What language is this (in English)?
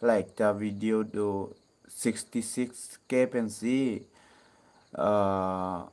Karbi